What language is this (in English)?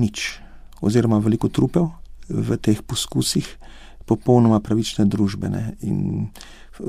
Slovenian